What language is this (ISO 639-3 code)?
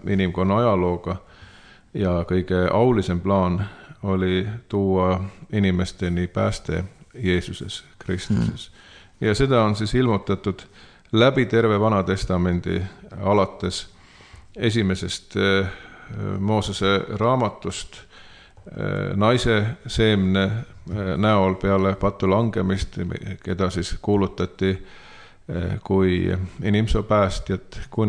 est